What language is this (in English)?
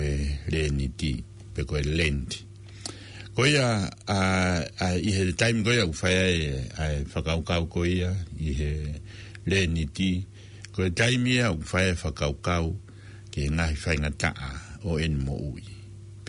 Tongan